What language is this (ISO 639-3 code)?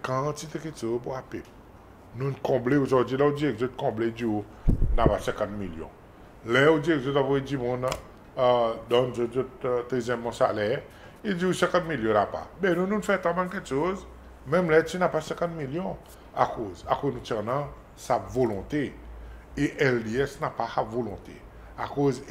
crs